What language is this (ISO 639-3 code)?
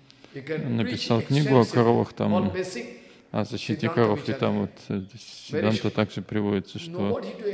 rus